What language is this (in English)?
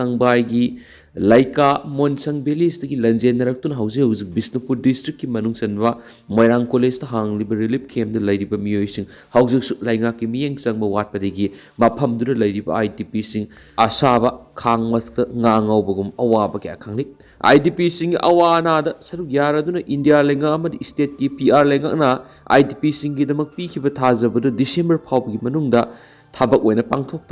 Manipuri